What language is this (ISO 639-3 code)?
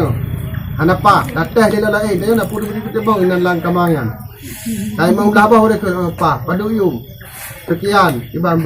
ace